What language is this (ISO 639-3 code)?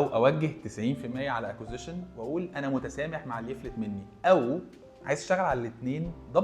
arz